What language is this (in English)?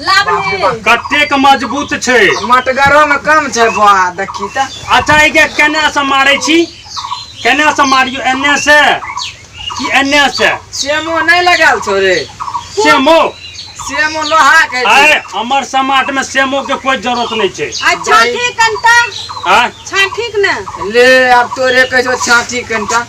Maithili